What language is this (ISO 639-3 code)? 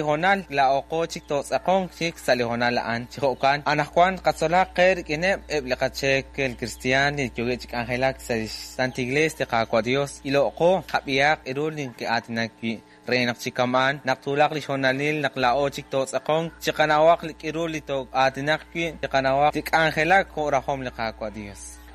kek